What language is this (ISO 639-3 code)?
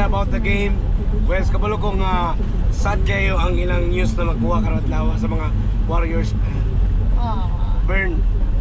ceb